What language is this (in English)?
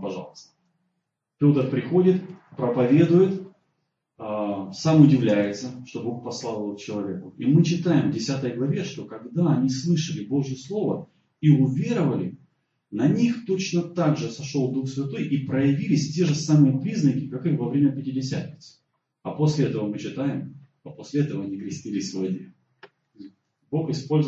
Russian